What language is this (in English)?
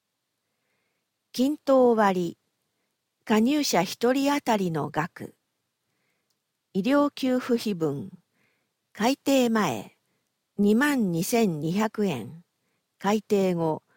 Japanese